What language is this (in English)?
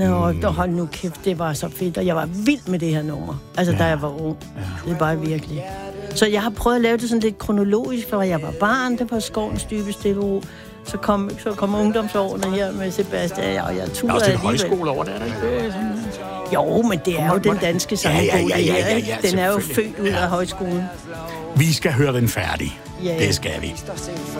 Danish